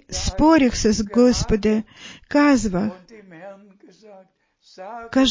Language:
Bulgarian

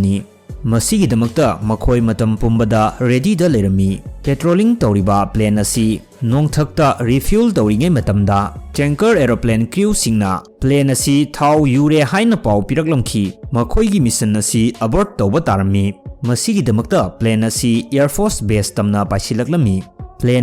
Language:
Manipuri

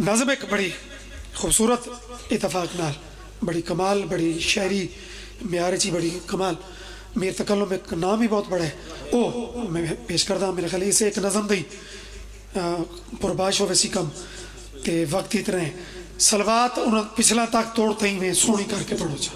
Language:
Pahari-Potwari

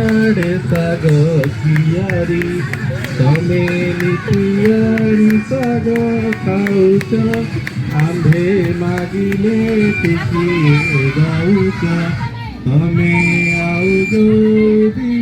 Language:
Santali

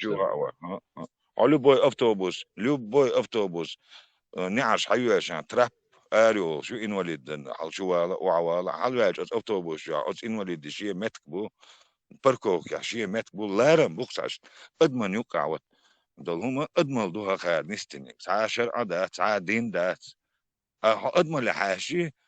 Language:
Chechen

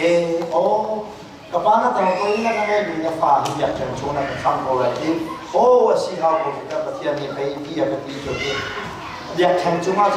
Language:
Hakha Chin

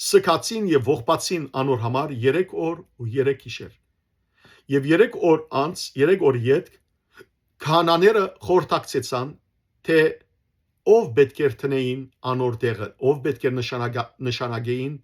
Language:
Western Armenian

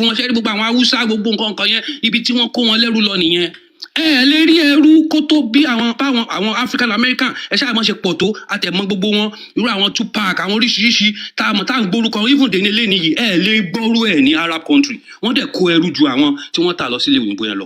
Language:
Yoruba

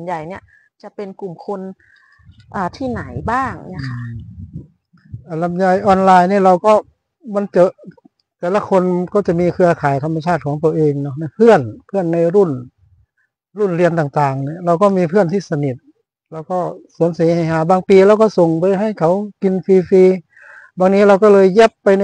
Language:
Thai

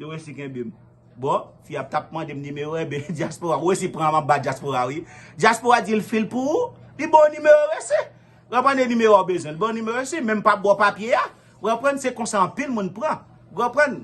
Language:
Haitian Creole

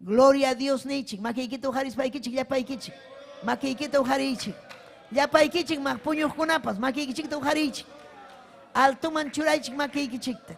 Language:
Ayacucho Quechua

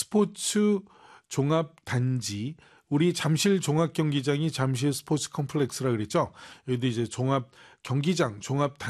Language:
Korean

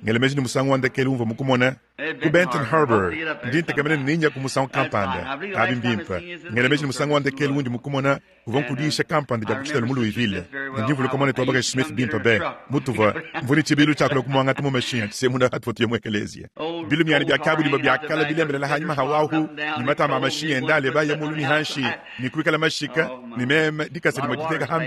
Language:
Luba-Lulua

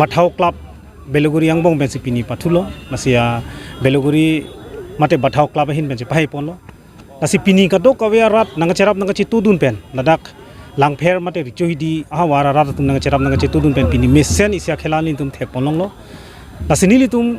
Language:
Karbi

